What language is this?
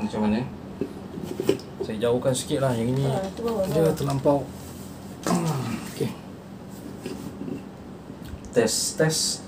Malay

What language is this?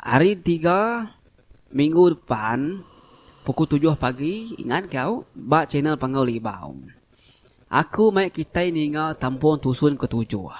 Iban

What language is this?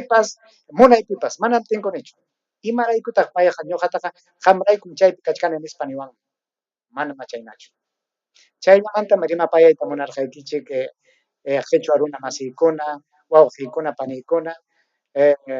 Ayacucho Quechua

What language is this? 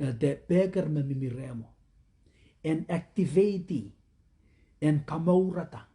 Pohnpeian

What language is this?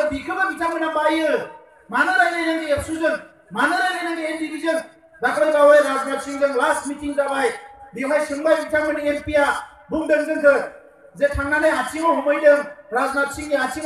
Bodo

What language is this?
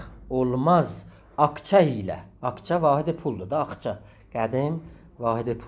South Azerbaijani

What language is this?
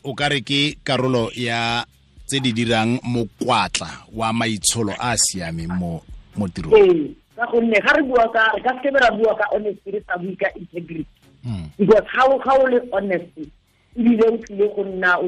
Tswana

